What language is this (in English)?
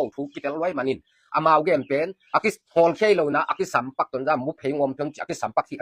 Tedim Chin